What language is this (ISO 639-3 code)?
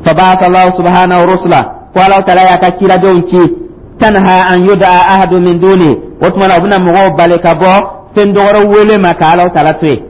dyu